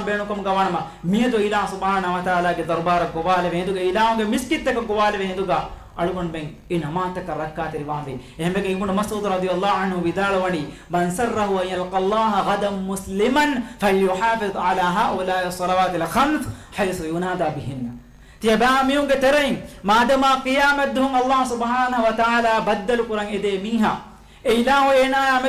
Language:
Divehi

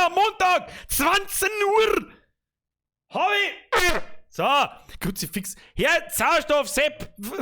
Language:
Bavarian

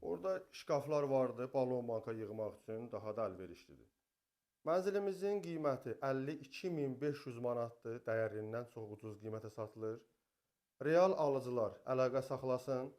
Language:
Azerbaijani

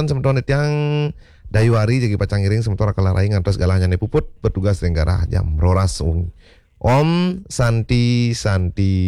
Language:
Balinese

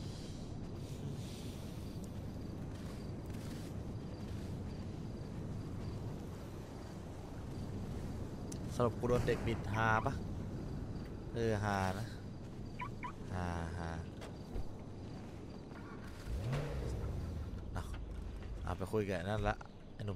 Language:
Thai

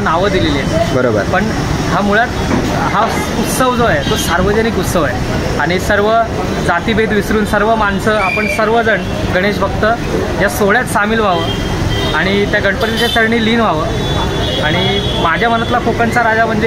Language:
Marathi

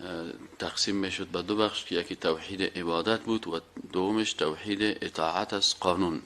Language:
Persian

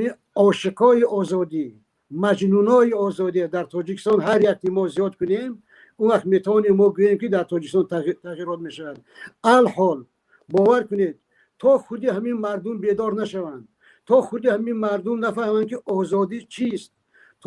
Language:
Tajik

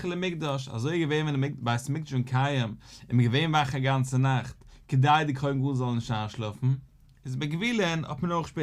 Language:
Yiddish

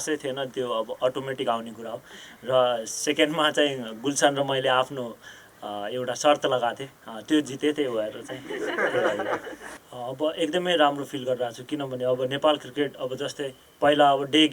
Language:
Nepali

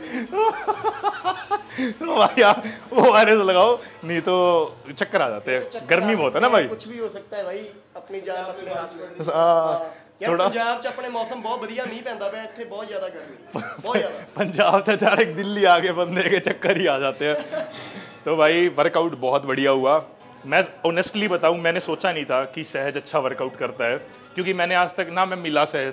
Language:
Hindi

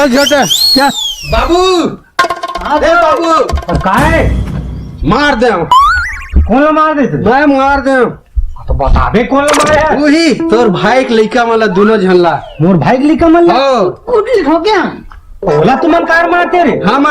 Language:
Chhattisgarhi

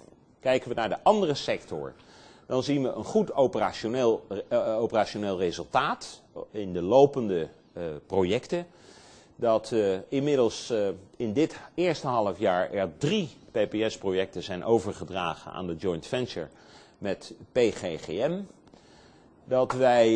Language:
Dutch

